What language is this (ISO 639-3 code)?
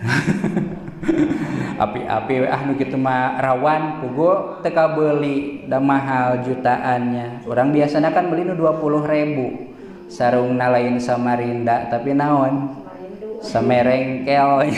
sun